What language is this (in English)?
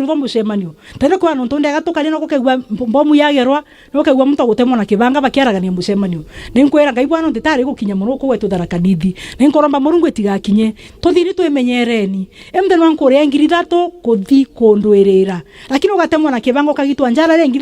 Meru